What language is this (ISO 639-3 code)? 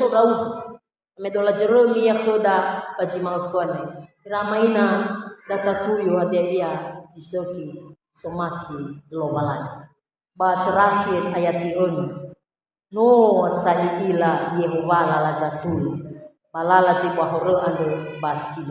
nia